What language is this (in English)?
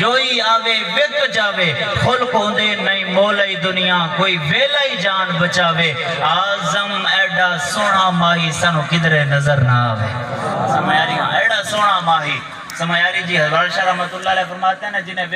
Saraiki